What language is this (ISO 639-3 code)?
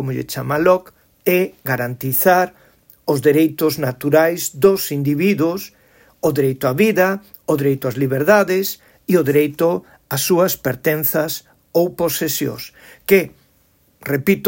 glg